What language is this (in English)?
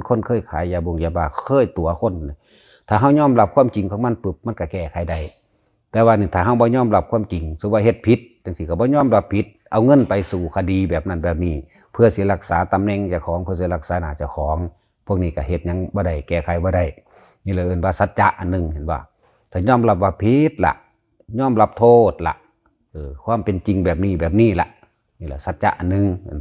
Lao